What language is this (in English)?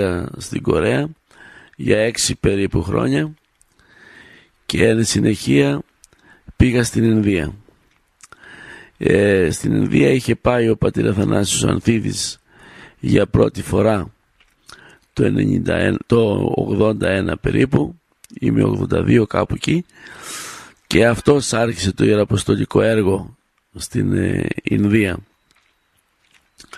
Greek